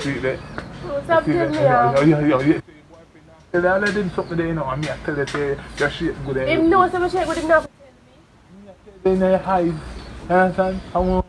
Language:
Jamaican Creole English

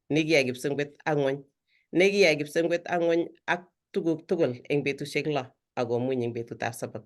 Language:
Kalenjin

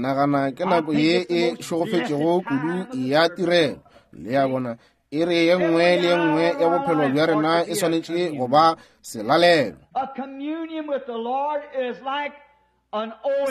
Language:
Northern Sotho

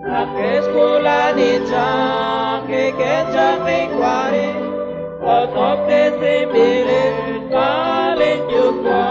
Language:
Kekchí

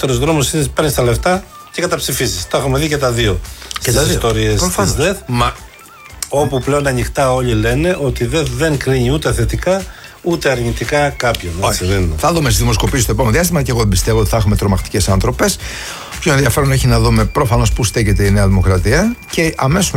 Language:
Greek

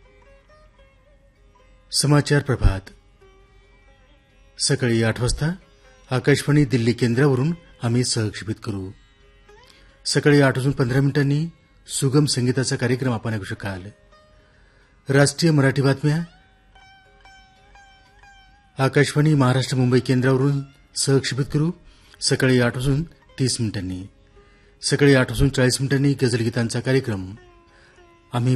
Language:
Marathi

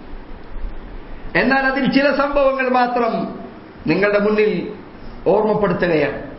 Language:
Malayalam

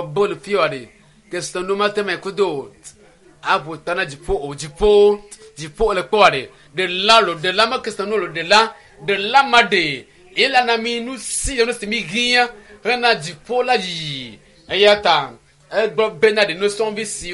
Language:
Ewe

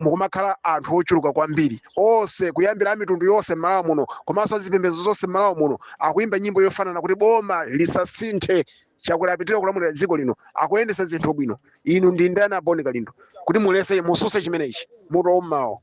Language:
Nyanja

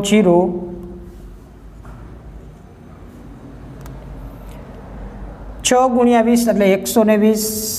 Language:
Gujarati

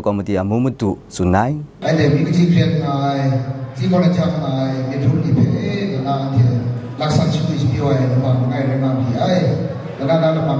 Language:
Kachin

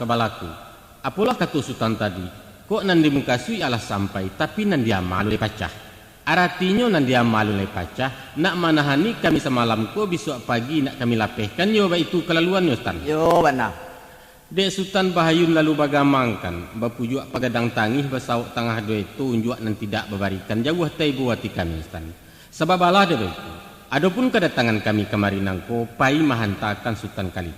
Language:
Minangkabau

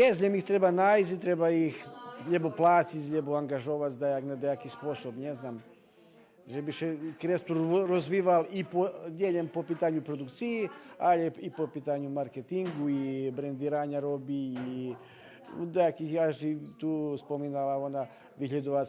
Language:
Rusyn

